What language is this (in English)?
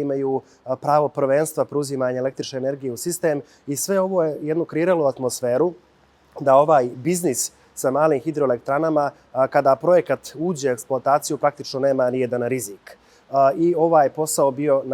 Bosnian